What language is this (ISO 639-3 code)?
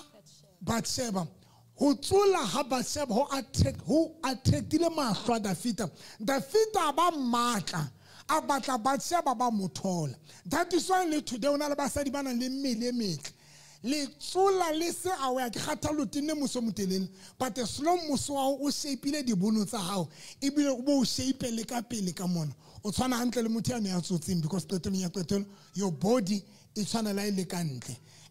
sot